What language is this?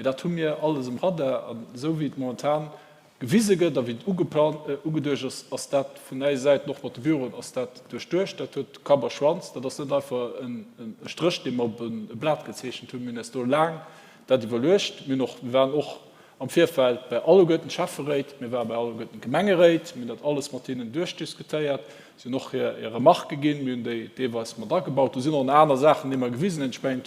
Luxembourgish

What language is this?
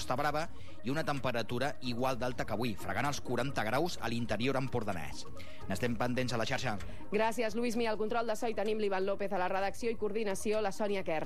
Catalan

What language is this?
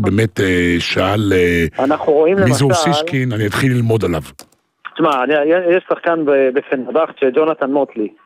Hebrew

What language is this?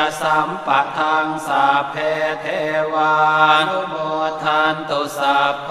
Pali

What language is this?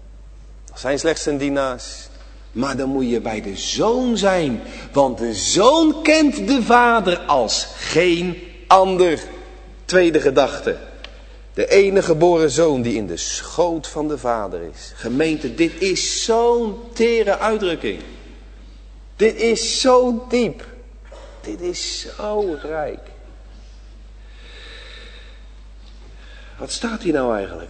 Dutch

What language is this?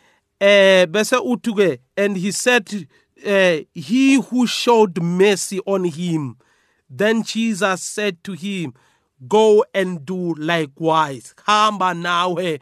South Ndebele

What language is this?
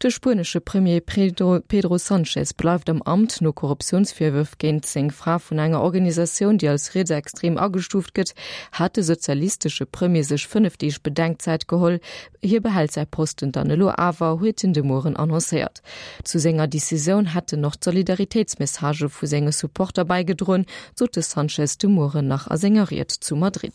Luxembourgish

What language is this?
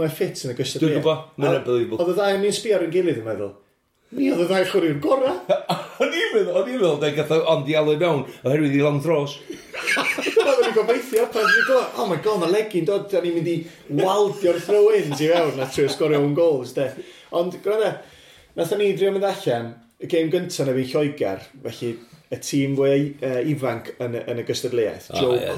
Welsh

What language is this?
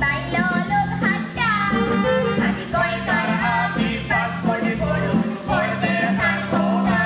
Konkani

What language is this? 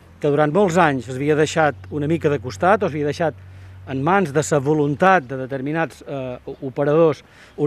Catalan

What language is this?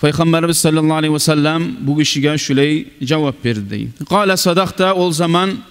Kumyk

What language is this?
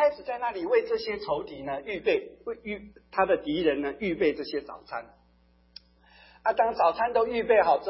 Chinese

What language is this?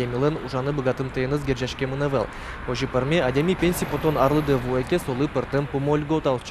Udmurt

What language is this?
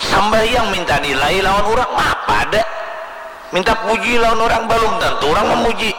Banjar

